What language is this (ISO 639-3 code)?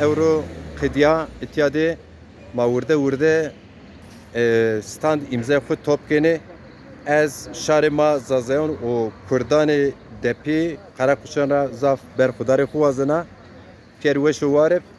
zza